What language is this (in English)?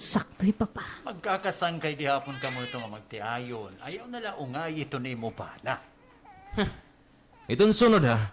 Waray